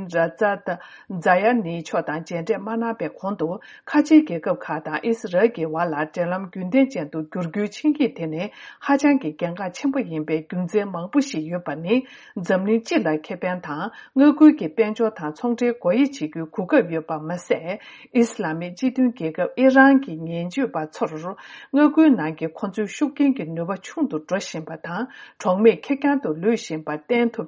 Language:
Tibetan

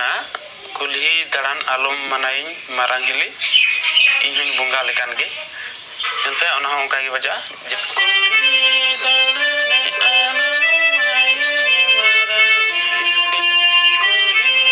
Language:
Santali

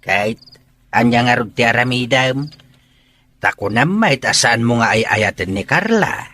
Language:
Iloko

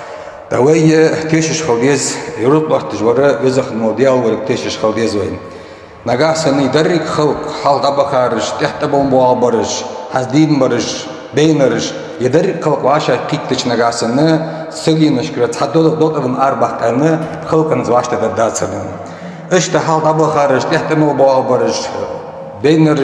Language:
Ingush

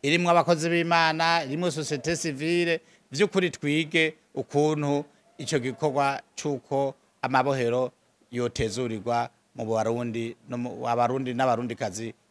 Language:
Rundi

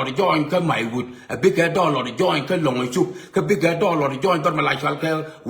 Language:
Nuer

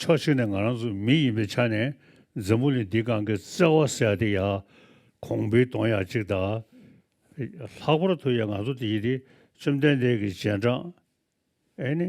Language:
Tibetan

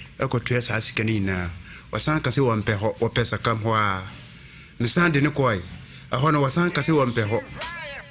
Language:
Akan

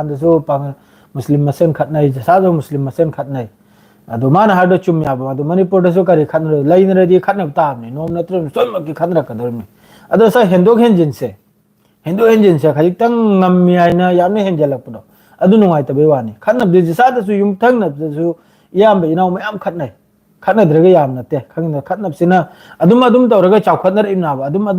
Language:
Manipuri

